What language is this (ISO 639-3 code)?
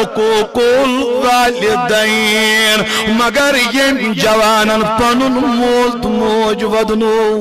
kas